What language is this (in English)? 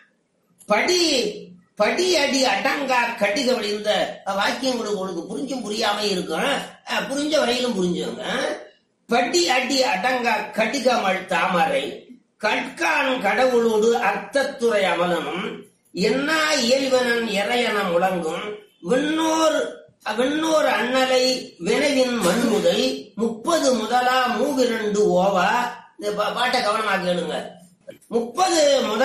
Tamil